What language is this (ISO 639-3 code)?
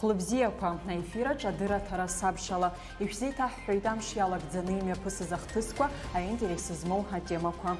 abk